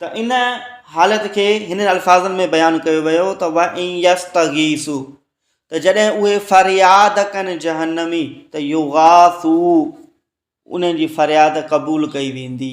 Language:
Sindhi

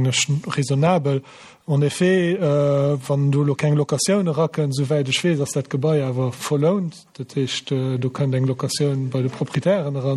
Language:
Luxembourgish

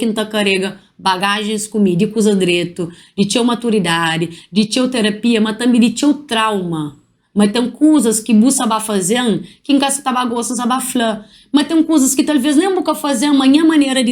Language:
Kabuverdianu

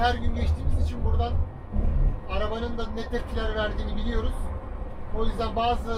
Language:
Turkish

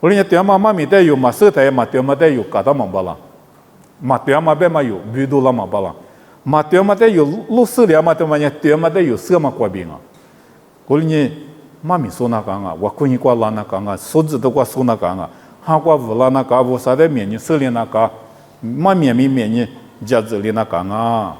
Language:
Lisu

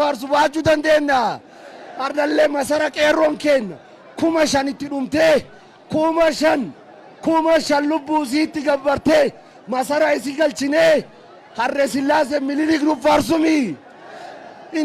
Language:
Oromo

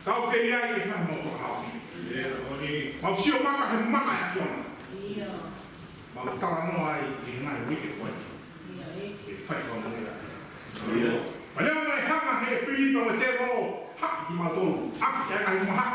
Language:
Tongan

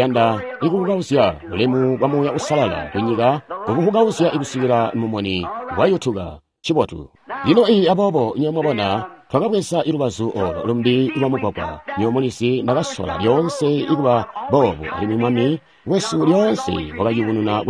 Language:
Tonga (Zambia)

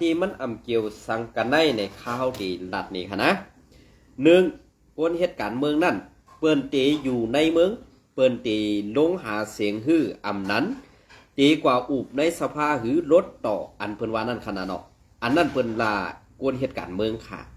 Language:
Shan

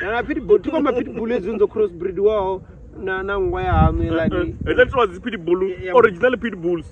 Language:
Venda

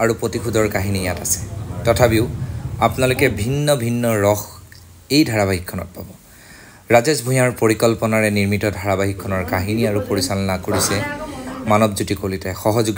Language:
Assamese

